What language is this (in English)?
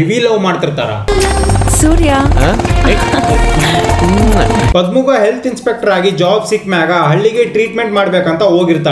Kannada